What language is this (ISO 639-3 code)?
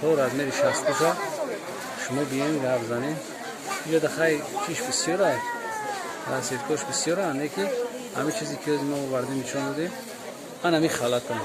tgk